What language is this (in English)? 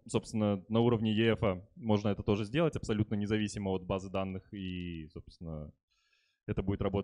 Russian